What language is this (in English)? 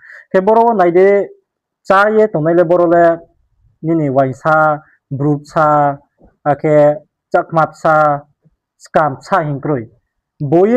Riang (India)